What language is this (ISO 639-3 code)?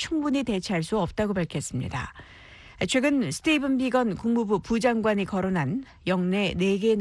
kor